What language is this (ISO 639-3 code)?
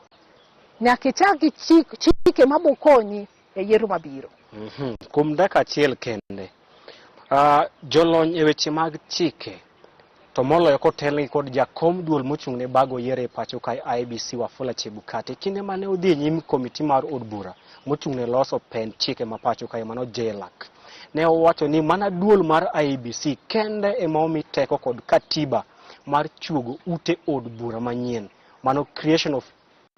luo